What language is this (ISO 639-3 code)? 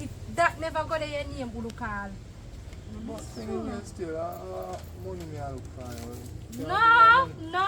jam